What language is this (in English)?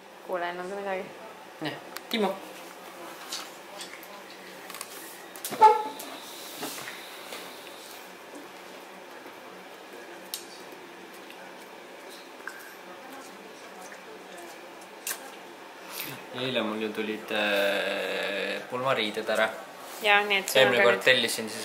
Estonian